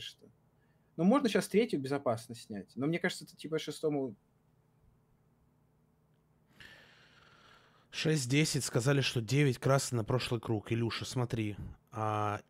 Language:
Russian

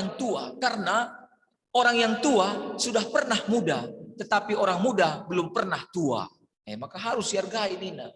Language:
Batak Karo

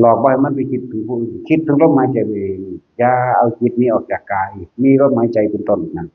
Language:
Northeastern Thai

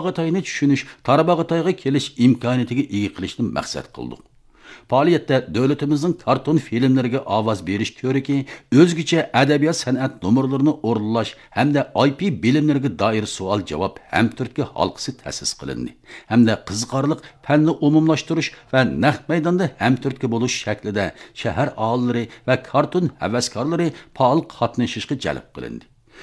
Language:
Uyghur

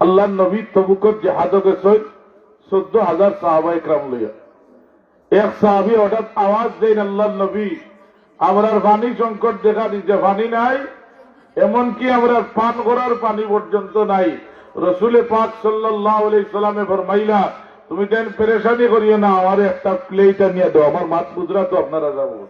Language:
Sylheti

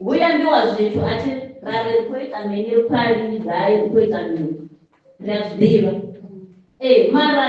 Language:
Venda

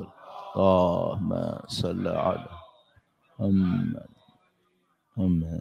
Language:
Urdu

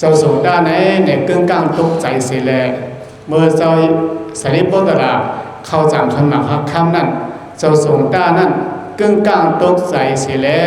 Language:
Shan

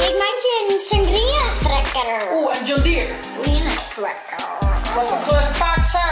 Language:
Western Frisian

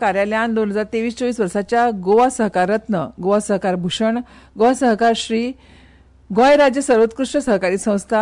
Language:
Konkani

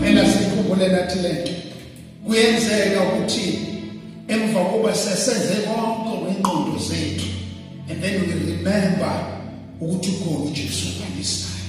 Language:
Zulu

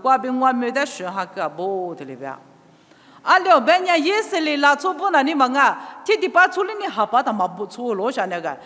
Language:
Lisu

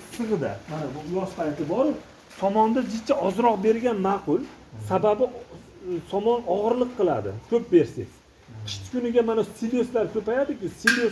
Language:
Uzbek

